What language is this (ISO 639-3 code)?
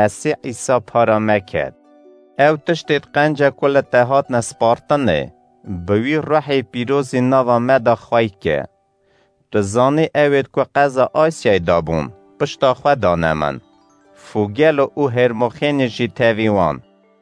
kur